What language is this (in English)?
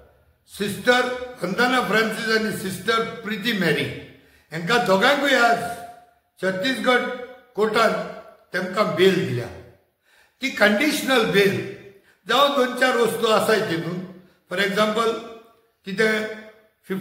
Konkani